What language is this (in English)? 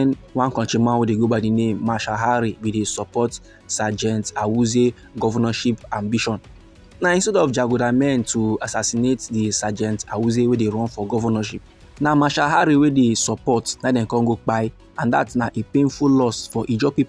Nigerian Pidgin